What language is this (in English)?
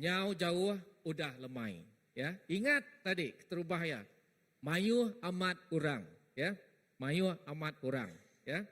Iban